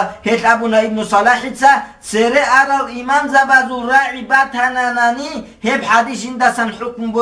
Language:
Avaric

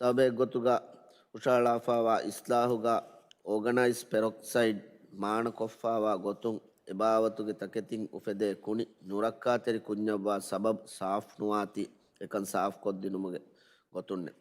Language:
Divehi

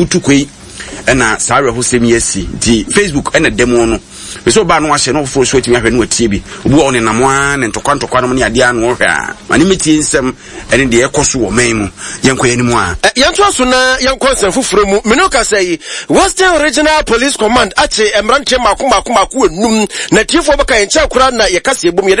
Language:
Akan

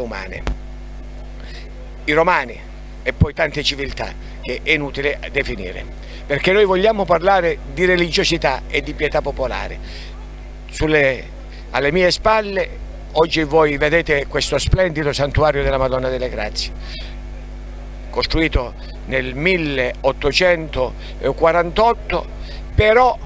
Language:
Italian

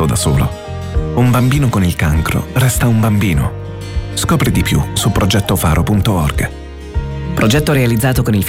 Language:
Italian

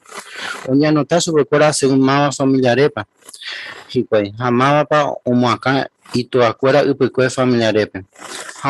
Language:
Guarani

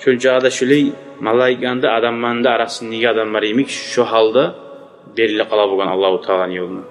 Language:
Kumyk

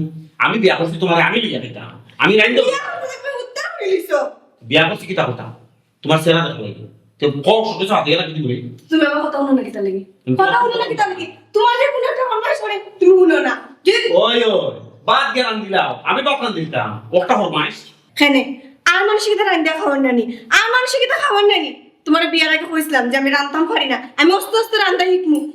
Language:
Sylheti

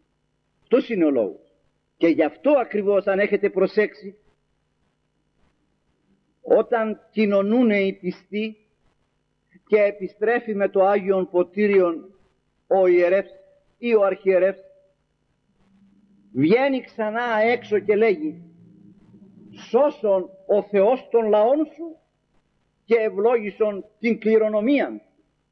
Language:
Greek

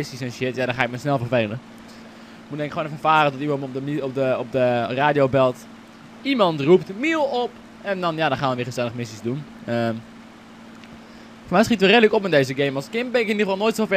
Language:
Dutch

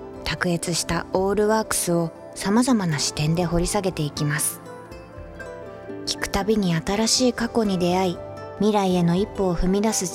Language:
Japanese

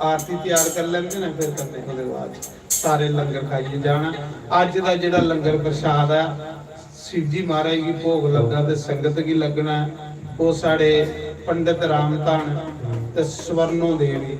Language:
Dogri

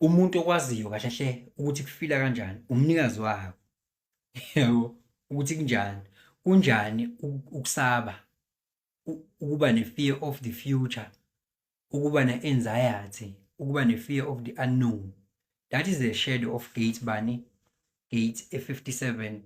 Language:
Zulu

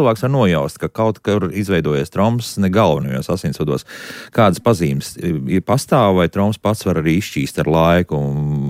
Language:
Latvian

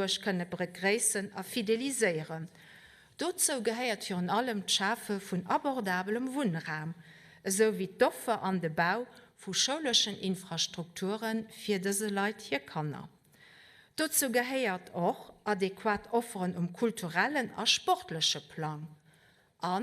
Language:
Luxembourgish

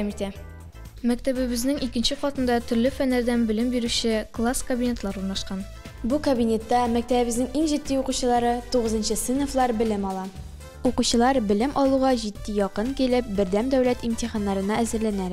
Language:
Tatar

